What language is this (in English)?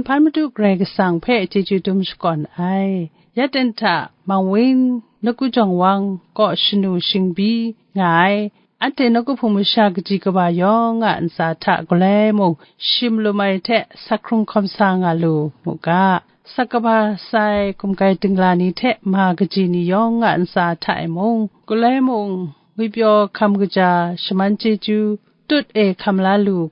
Kachin